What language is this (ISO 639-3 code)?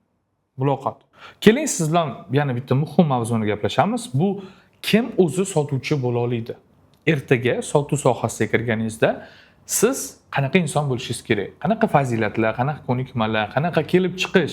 uzb